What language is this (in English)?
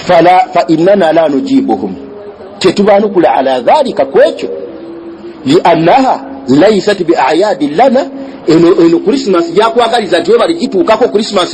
Ganda